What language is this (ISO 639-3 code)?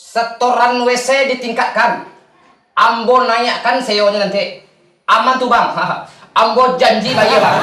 min